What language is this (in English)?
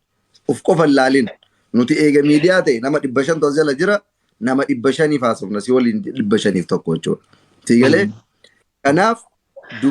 Oromo